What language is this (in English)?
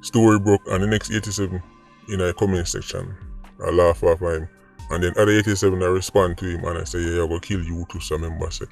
Jamaican Creole English